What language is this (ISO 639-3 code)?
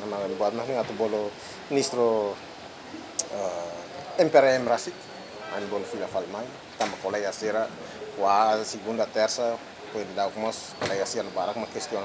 tet